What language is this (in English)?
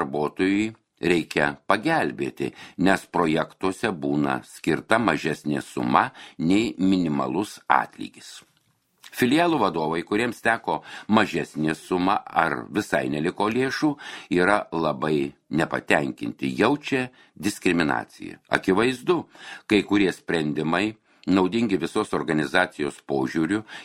Lithuanian